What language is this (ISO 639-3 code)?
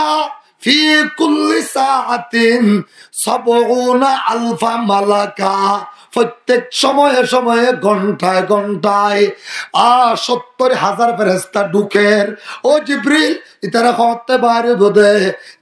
rhg